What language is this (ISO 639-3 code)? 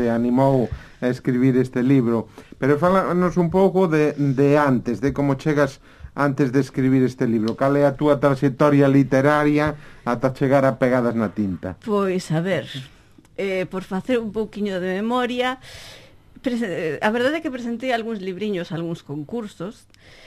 glg